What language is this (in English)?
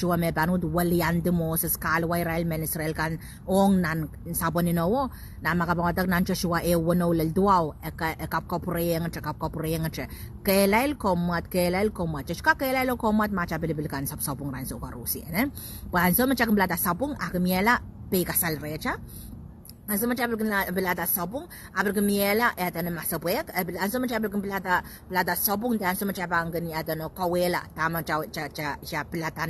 Pohnpeian